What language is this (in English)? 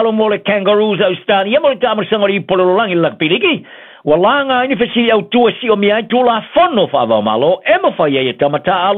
Samoan